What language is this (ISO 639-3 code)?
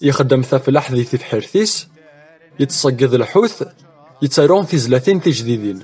kab